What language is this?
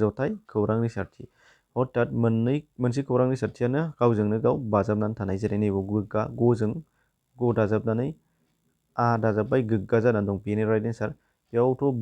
Bodo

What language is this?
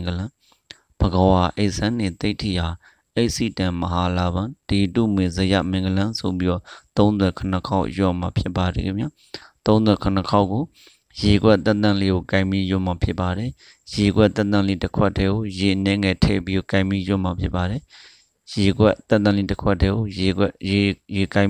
Burmese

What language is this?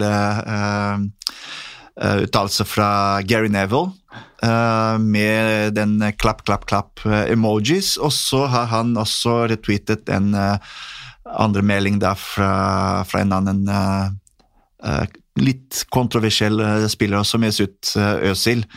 Norwegian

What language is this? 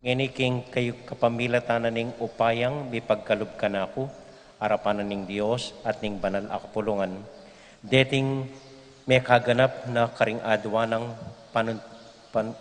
Pampanga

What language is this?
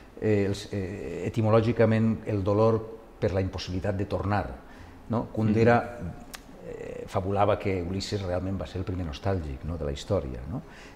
Catalan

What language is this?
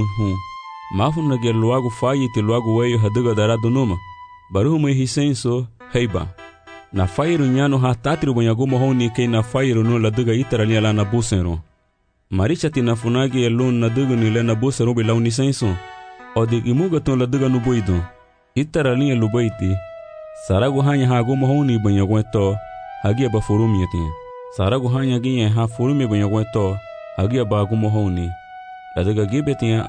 Garifuna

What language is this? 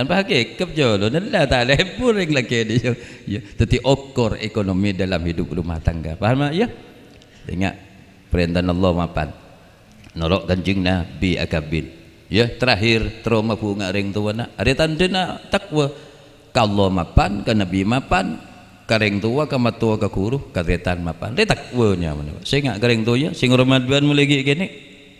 Madurese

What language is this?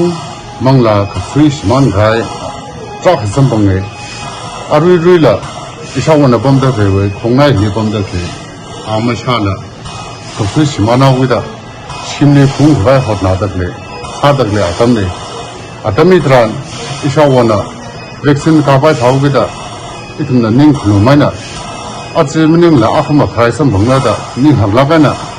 Tangkhul Naga (India)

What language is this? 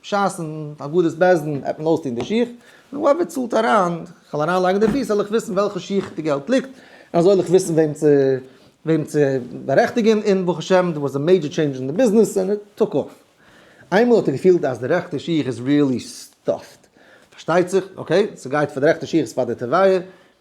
Yiddish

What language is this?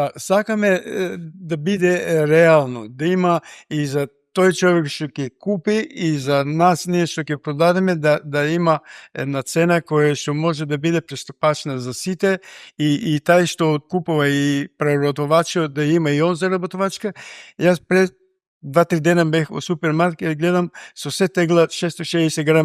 Macedonian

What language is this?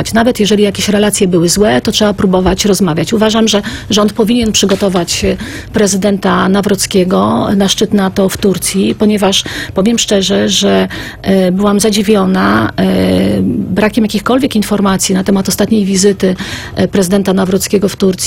Polish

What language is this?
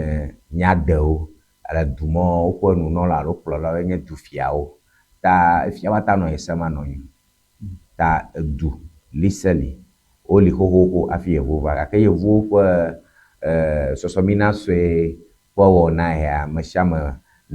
Ewe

